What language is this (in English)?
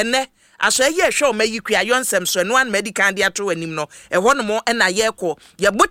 Akan